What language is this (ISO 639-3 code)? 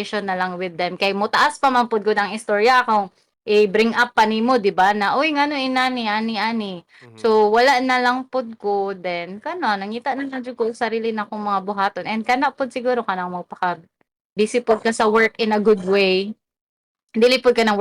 ceb